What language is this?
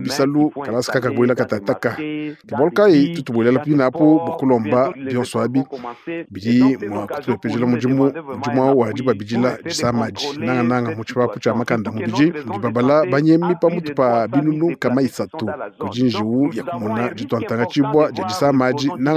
Luba-Lulua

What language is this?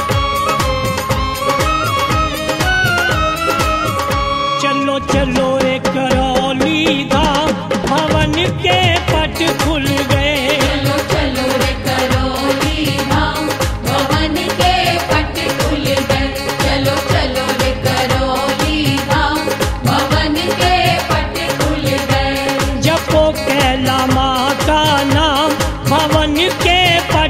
Hindi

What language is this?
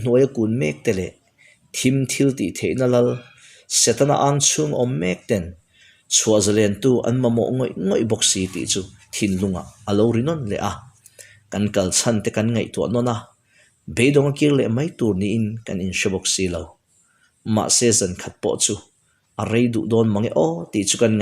Mizo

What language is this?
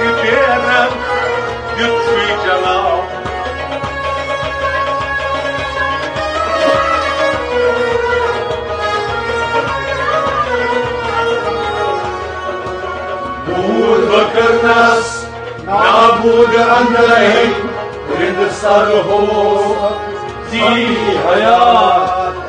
Persian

